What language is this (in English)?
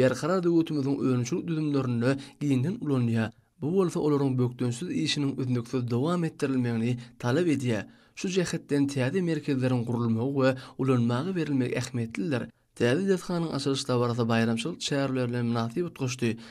Turkmen